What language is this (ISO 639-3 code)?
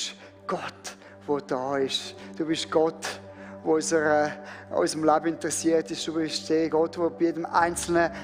gsw